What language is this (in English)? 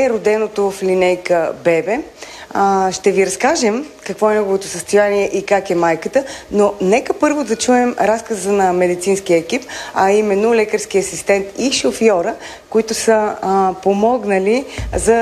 Bulgarian